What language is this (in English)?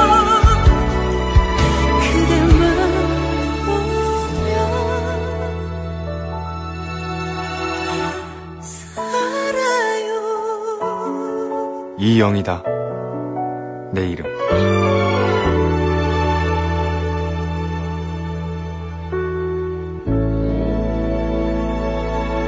Korean